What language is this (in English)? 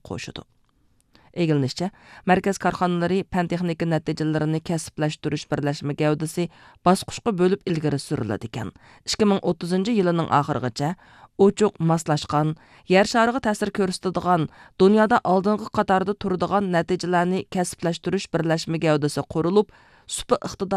Uyghur